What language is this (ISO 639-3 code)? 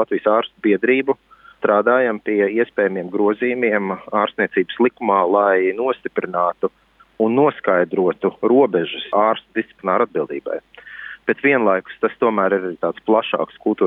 lav